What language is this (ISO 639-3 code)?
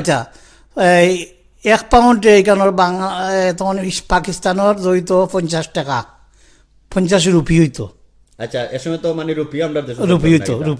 syl